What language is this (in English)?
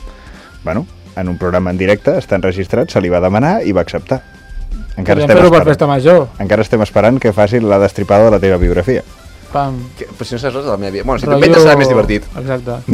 Catalan